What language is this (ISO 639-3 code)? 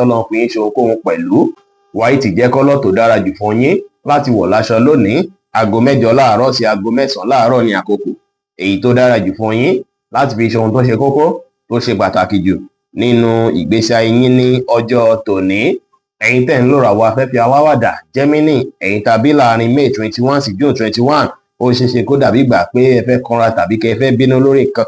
yor